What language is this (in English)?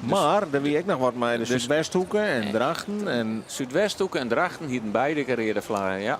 Western Frisian